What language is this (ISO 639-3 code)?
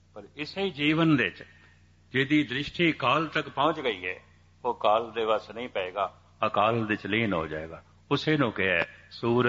pan